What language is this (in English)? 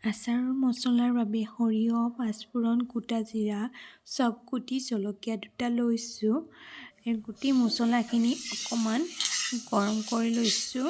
Assamese